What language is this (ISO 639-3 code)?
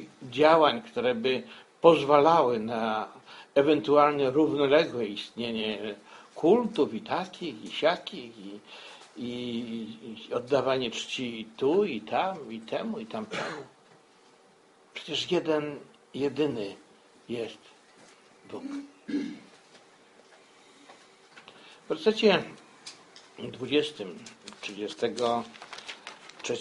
pol